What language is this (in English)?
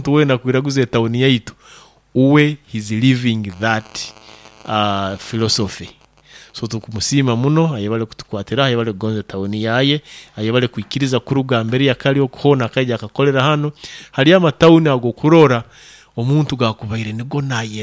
Nyoro